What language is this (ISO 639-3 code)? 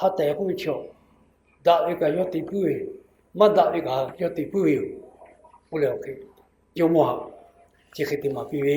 lhu